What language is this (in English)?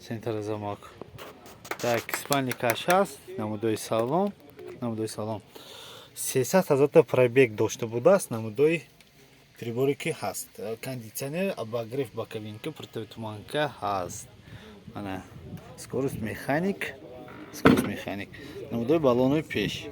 Tajik